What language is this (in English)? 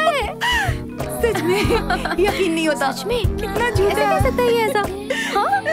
Hindi